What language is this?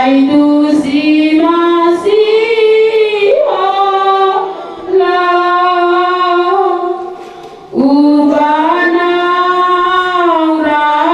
Batak Toba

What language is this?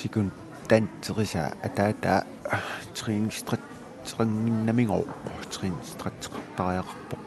Kalaallisut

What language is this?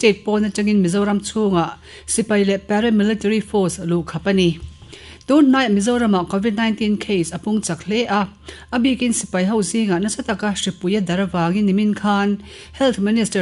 Mizo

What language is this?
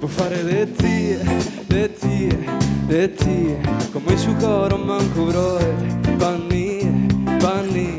Sardinian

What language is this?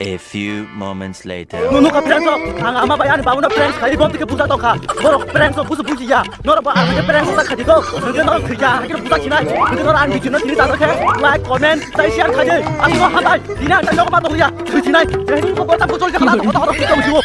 Kok Borok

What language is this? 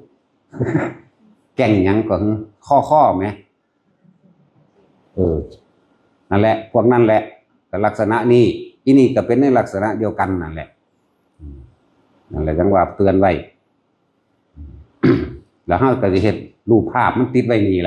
Lao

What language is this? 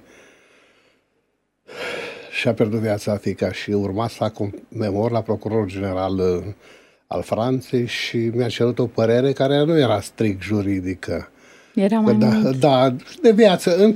Romanian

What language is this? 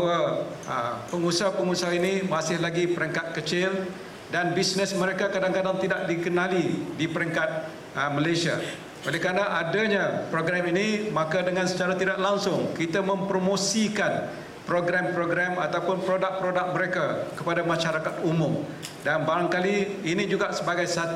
Malay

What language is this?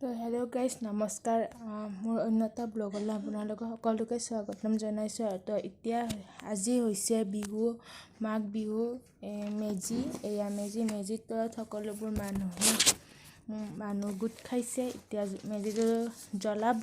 Assamese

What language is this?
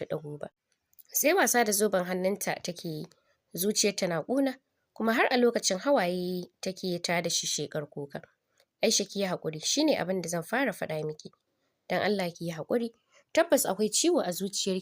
Hausa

